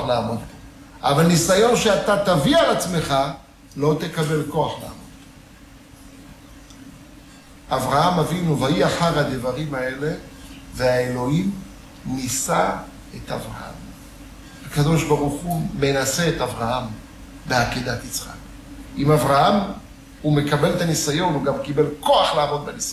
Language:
Hebrew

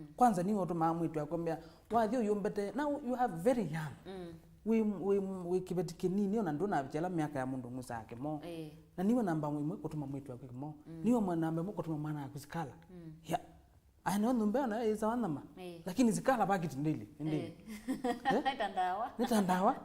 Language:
Kamba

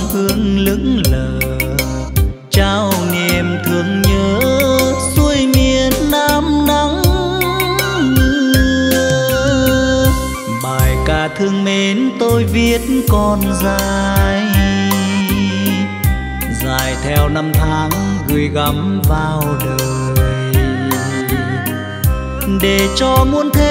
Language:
Vietnamese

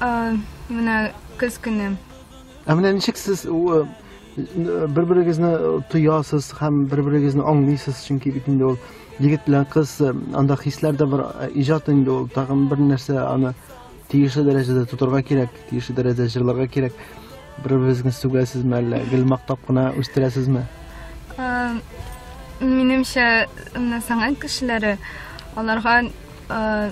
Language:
Tatar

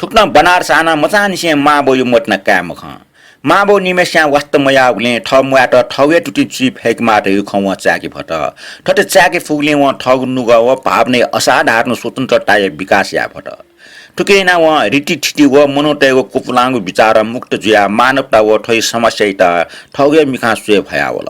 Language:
Newari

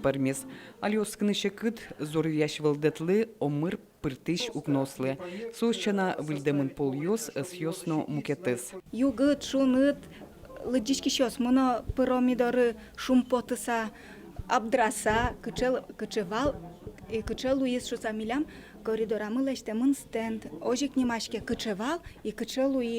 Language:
Udmurt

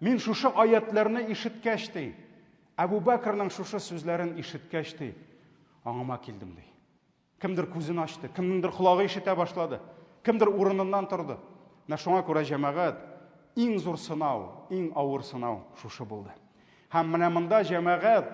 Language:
Tatar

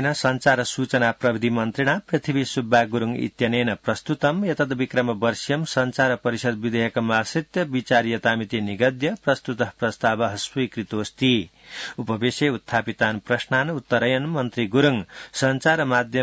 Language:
Sanskrit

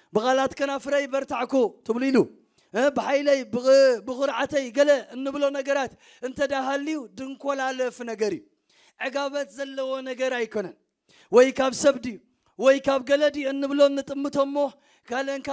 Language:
Tigrinya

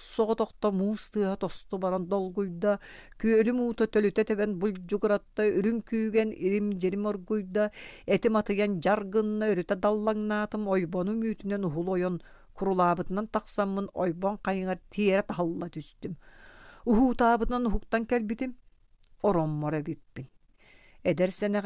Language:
Yakut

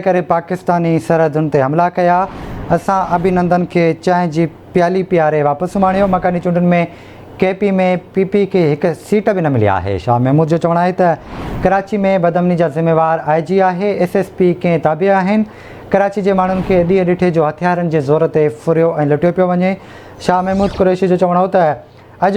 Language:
Sindhi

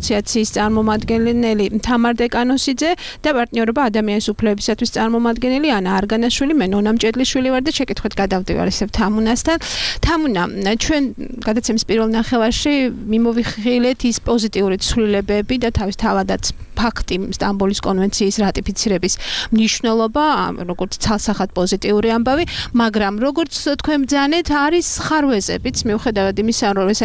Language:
Georgian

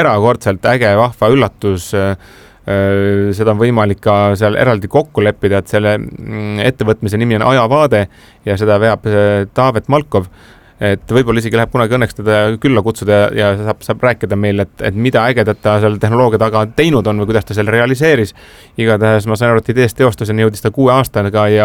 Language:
Estonian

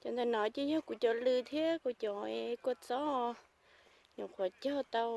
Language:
Hmong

